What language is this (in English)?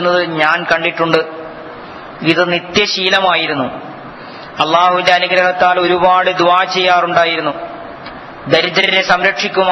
Malayalam